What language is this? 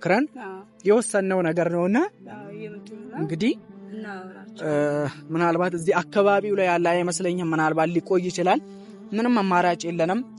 Amharic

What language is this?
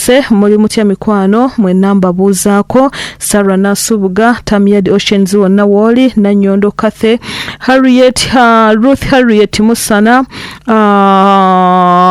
Ganda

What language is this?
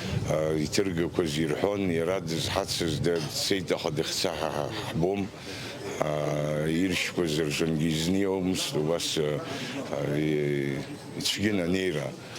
Abkhazian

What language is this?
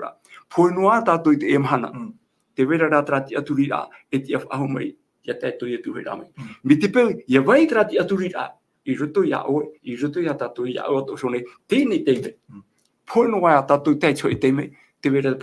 Tahitian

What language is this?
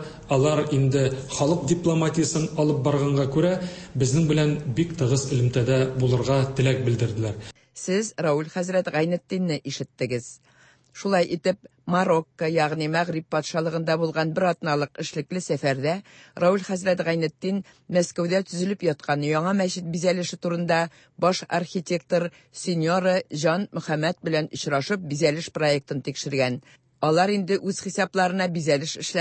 Tatar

